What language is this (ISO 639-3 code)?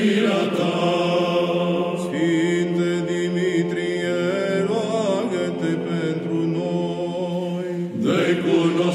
ron